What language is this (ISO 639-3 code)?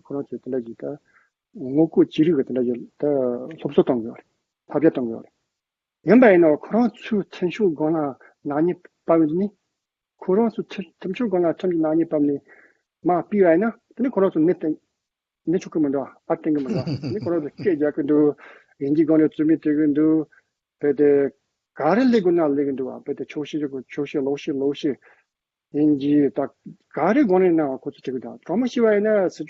bod